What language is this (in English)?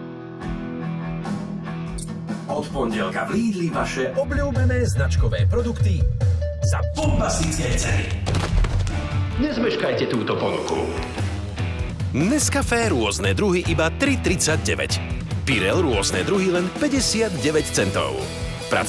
Slovak